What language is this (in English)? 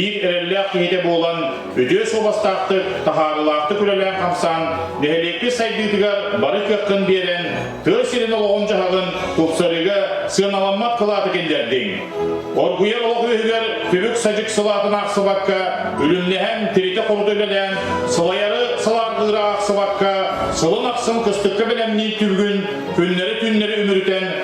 Yakut